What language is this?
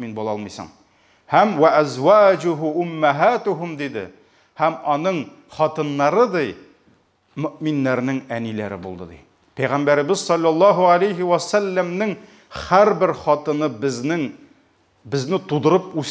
Tatar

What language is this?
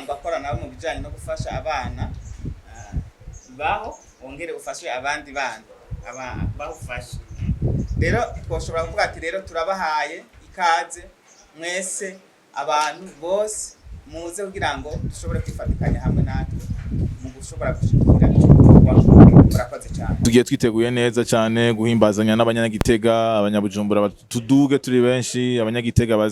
Rundi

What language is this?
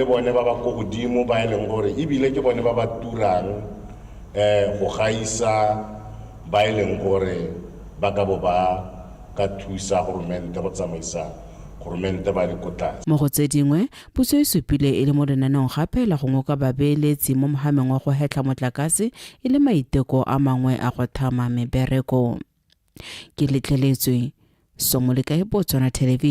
Tswana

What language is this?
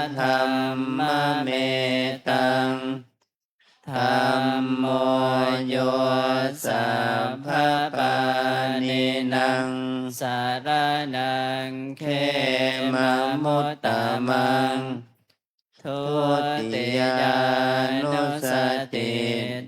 Pali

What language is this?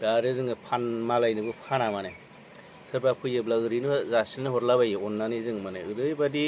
Bodo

